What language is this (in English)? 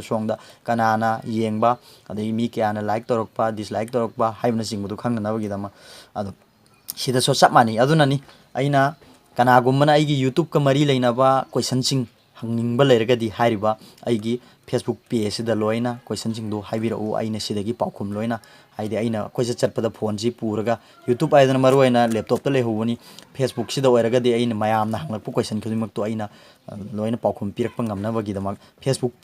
Manipuri